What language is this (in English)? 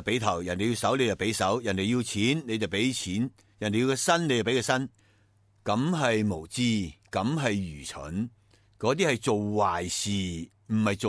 Cantonese